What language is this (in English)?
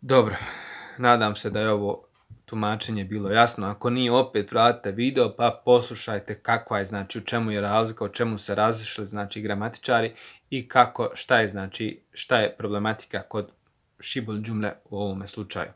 Bosnian